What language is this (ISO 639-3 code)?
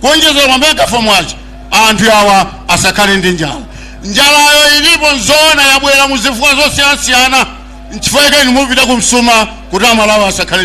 nya